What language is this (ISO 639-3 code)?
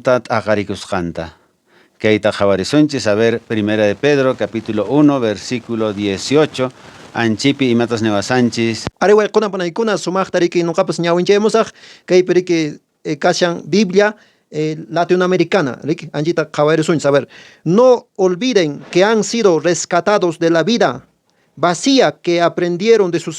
que